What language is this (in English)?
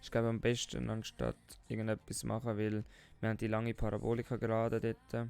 Swiss German